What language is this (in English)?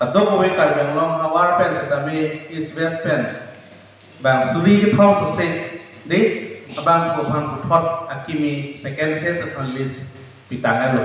Karbi